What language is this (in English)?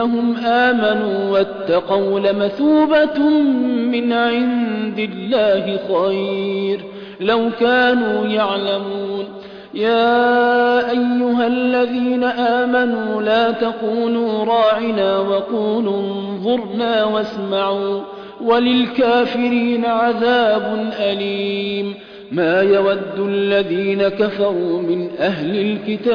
Arabic